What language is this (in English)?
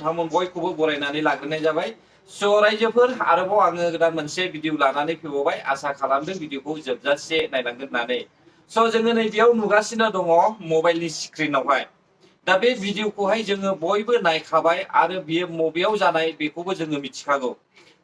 Bodo